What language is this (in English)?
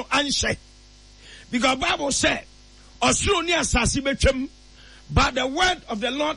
Akan